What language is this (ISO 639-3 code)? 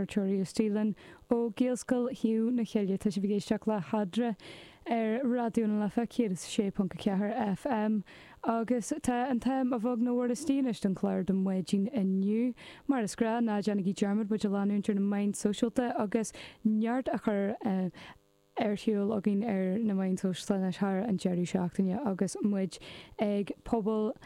gle